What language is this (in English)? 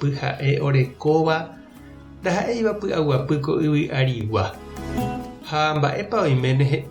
Guarani